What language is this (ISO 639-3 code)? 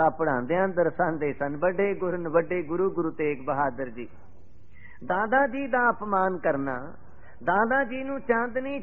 pan